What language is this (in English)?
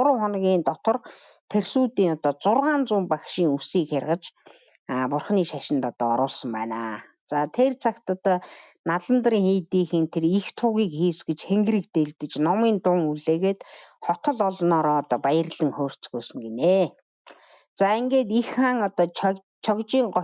Mongolian